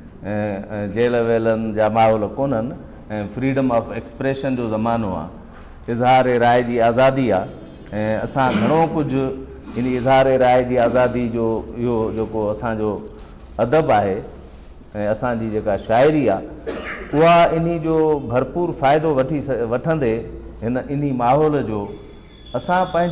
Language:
Sindhi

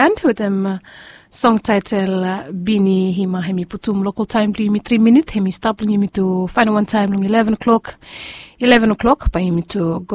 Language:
Bislama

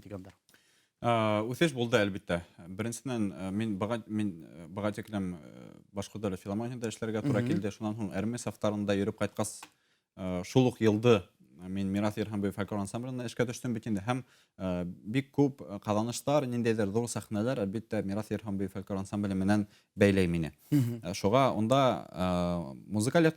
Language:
Bashkir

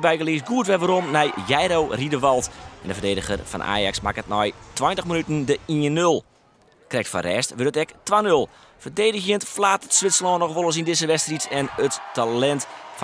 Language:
Western Frisian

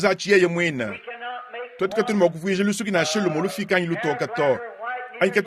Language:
Luba-Lulua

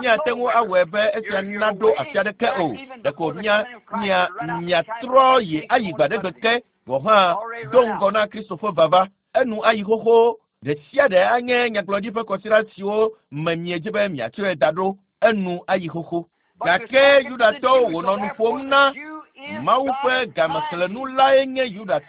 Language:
Ewe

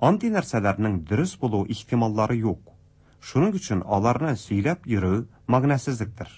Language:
Tatar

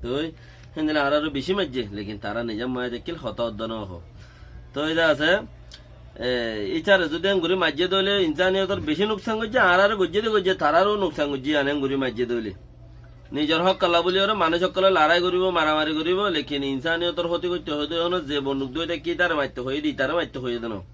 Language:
Rohingya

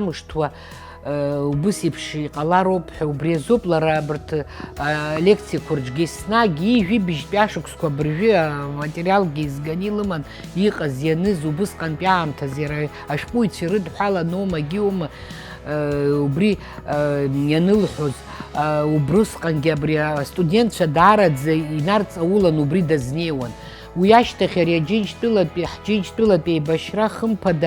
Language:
Abkhazian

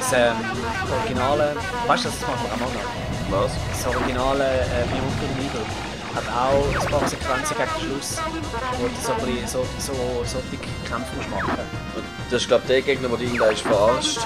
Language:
Swiss German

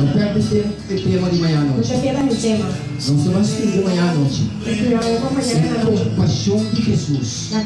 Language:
Papiamento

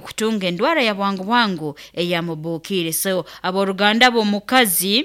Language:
Nyoro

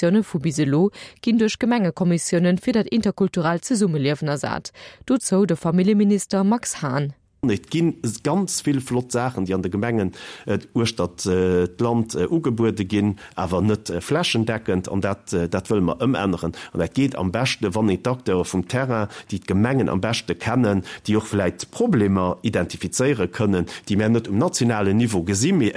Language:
Luxembourgish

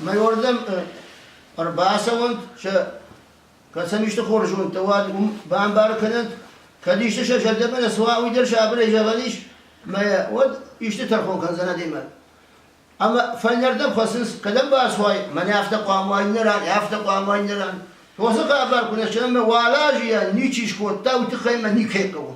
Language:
Ossetic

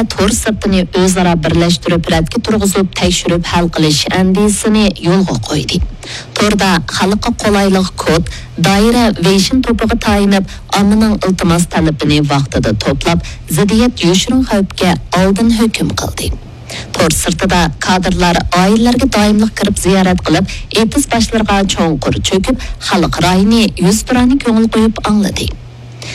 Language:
Uyghur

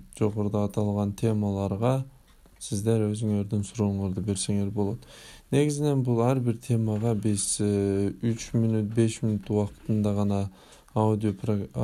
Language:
Kyrgyz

